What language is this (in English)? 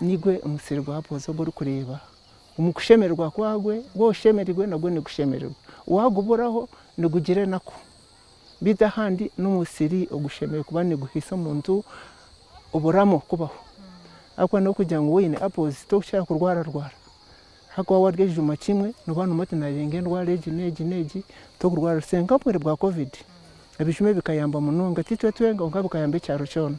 Nyankole